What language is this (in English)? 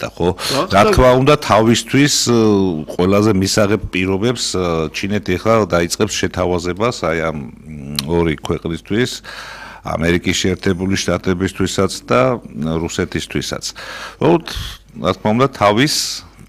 Georgian